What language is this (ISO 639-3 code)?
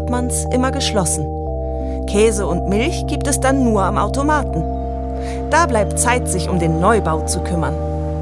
deu